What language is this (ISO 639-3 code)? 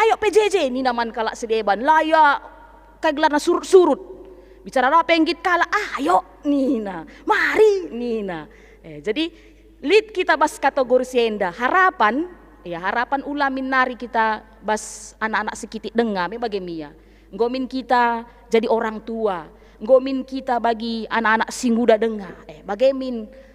btx